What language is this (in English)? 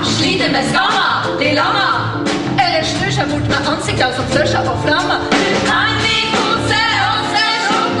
Norwegian